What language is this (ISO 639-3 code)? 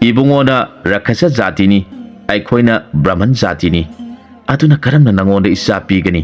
mni